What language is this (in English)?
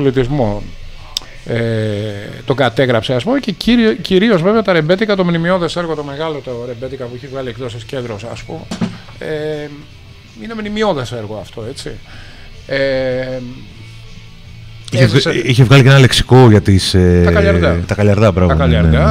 Greek